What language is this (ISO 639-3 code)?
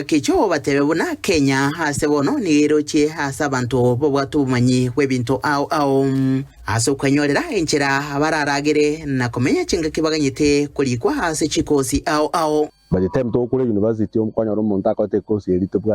guz